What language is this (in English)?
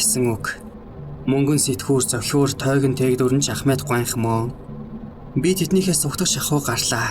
Mongolian